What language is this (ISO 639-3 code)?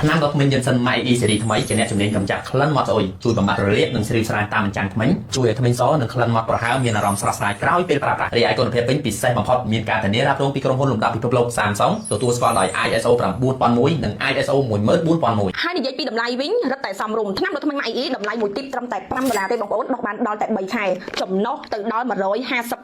khm